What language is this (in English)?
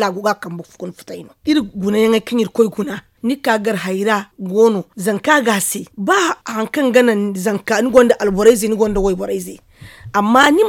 Zarma